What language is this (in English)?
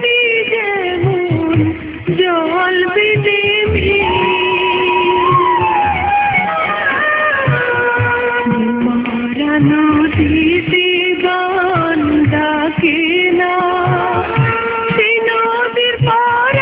Bangla